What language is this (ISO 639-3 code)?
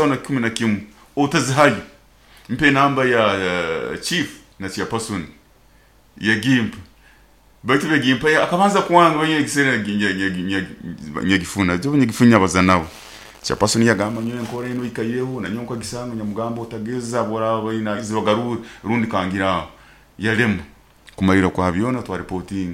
nyo